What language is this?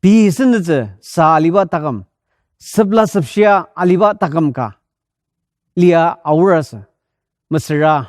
Ao Naga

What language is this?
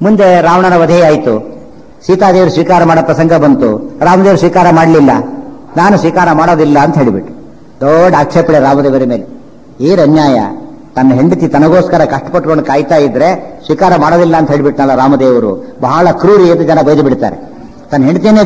Kannada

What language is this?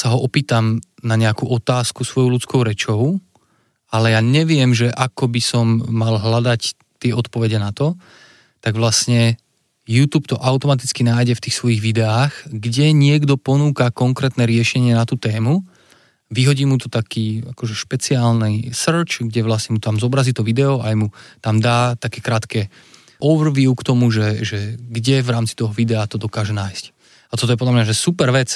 Slovak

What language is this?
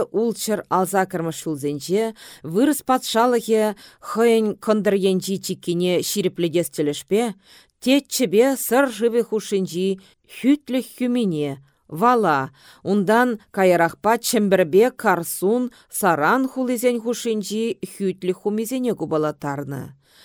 Chuvash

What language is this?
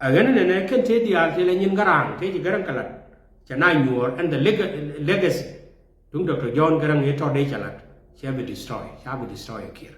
Nuer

